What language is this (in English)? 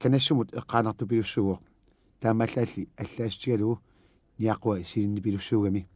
Kalaallisut